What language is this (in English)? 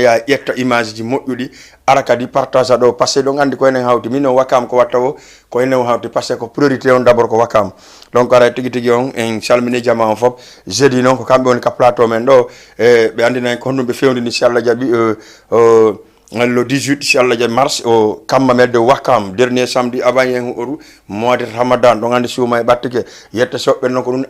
Fula